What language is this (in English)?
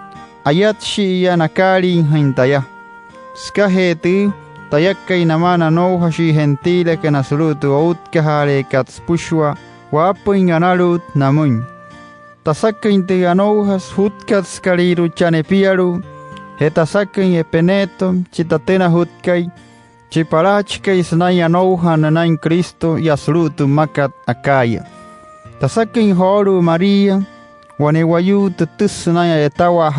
Wayuu